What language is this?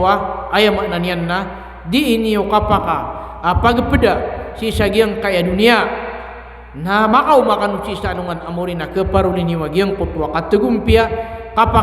Maranao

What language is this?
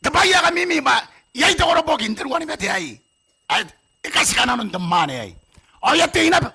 Gilbertese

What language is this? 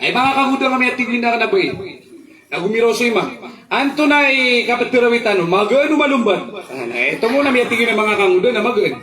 Maranao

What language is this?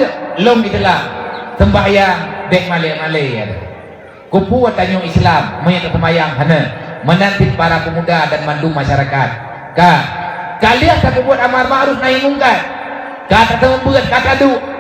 Achinese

